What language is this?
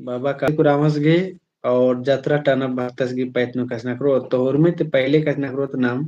Kurukh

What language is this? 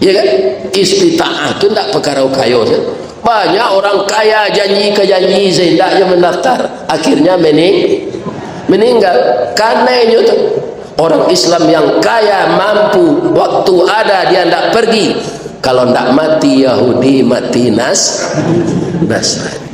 Minangkabau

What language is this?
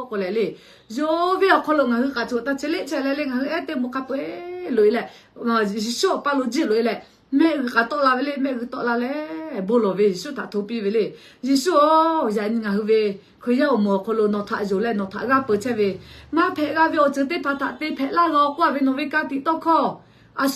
Lahu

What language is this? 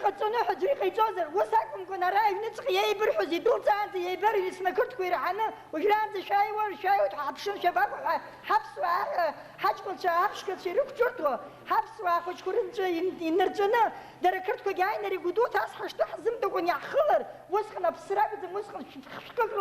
Abkhazian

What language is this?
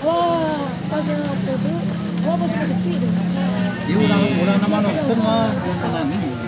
Minangkabau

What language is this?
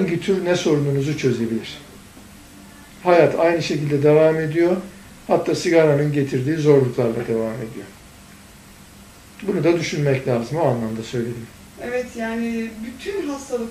Turkish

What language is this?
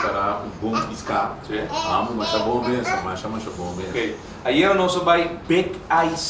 Papiamento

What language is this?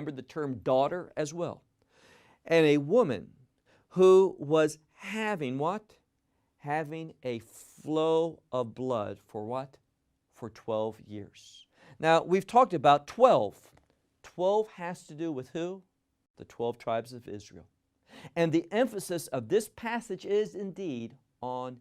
English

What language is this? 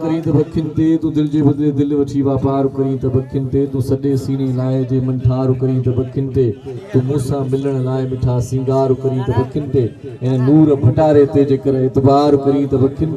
Sindhi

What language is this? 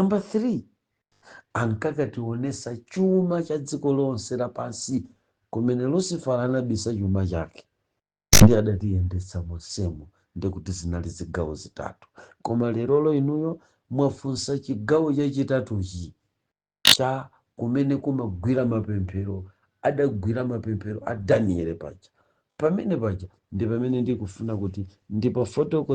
Nyanja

